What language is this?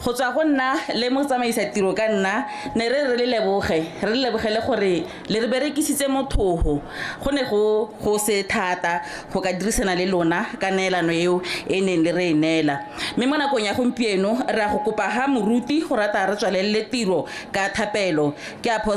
Tswana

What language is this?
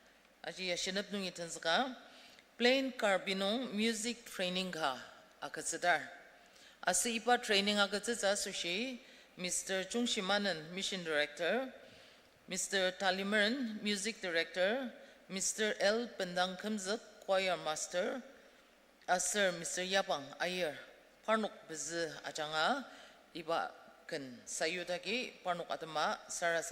Ao Naga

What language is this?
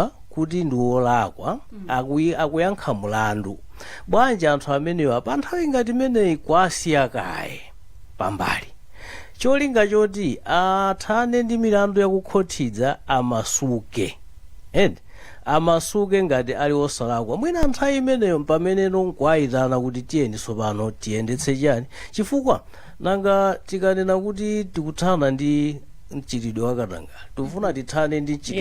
Nyanja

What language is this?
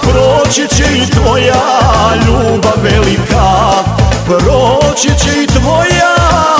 Croatian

